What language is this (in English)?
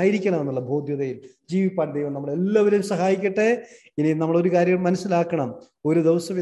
Malayalam